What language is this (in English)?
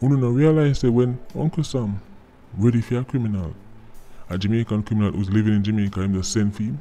Jamaican Creole English